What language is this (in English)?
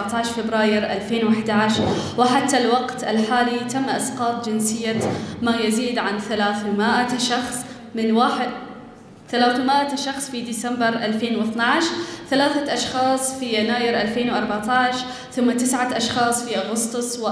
Arabic